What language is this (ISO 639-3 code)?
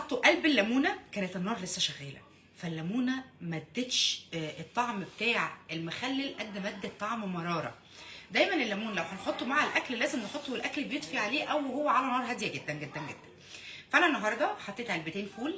arz